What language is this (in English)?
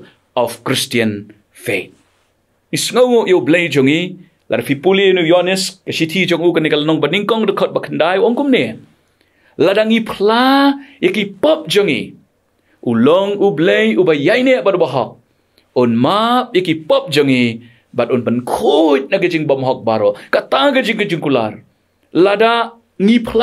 Khasi